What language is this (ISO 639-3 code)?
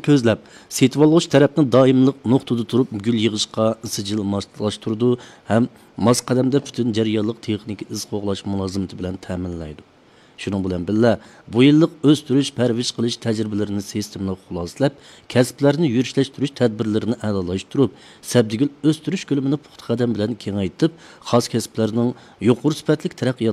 uig